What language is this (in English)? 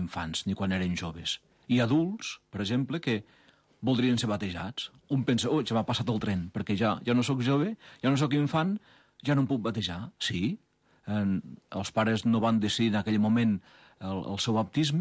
Catalan